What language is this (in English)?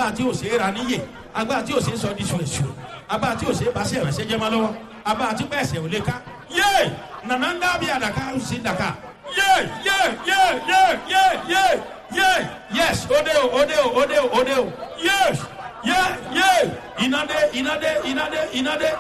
Yoruba